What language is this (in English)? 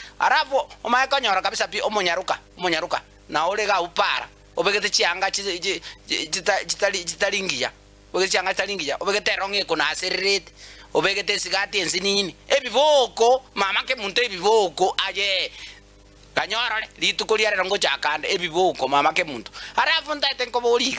Gusii